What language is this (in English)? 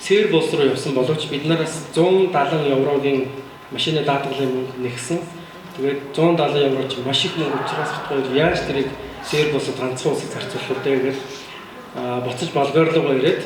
Mongolian